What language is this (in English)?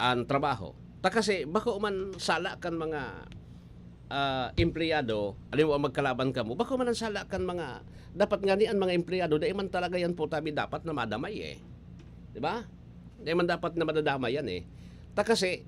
Bikol